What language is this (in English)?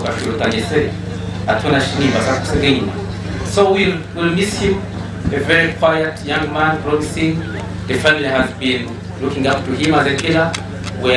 Nyankole